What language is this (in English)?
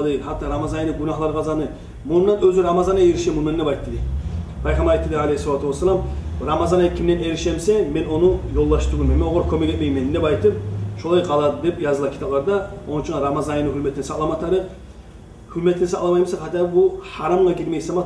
Kumyk